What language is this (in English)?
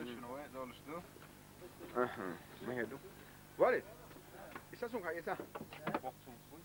Chechen